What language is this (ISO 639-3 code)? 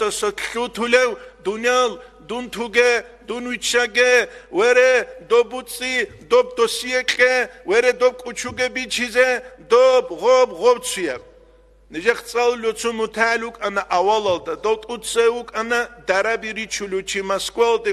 ava